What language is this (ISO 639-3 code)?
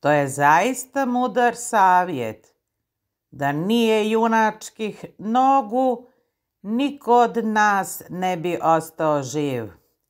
srp